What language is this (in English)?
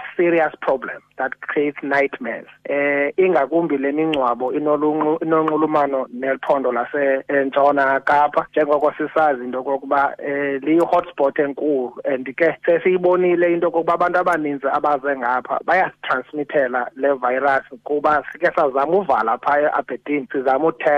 Xhosa